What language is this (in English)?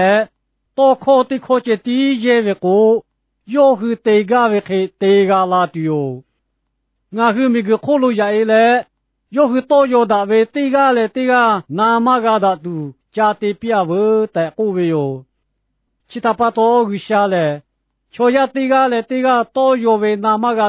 Lahu